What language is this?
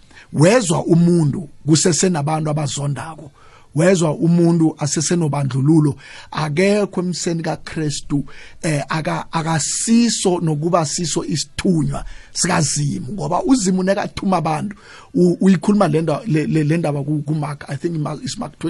South Ndebele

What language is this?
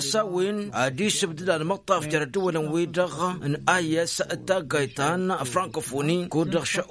Tamasheq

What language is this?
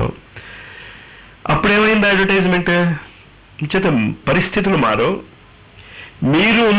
Telugu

